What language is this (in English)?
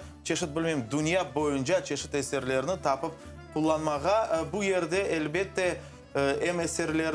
Crimean Tatar